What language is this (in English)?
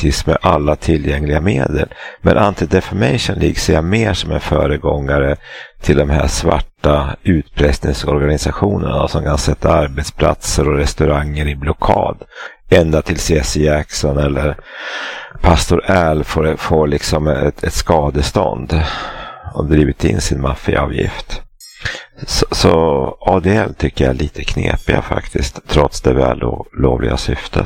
Swedish